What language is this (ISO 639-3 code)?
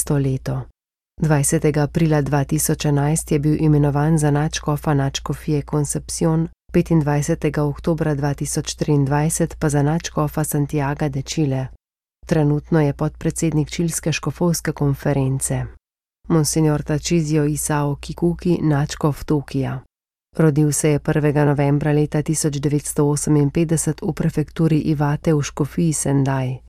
slv